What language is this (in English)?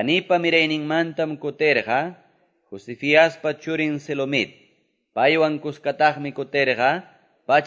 Quechua